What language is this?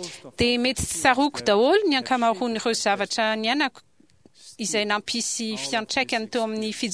Malagasy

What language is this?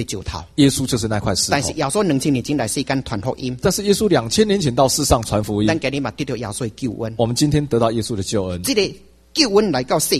Chinese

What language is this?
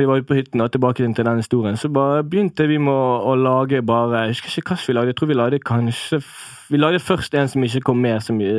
Norwegian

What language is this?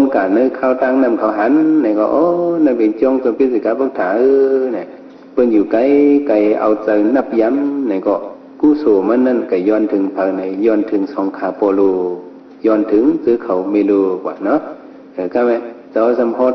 Shan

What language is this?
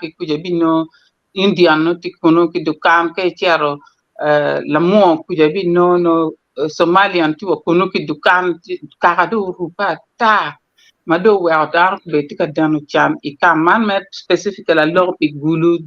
Acoli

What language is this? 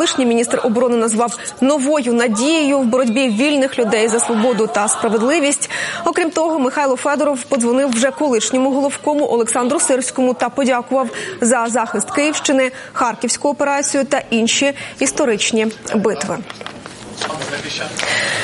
Ukrainian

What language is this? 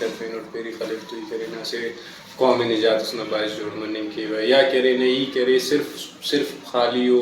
Brahui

